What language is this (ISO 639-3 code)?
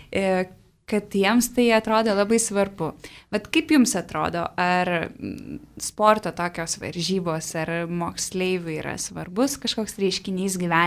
lit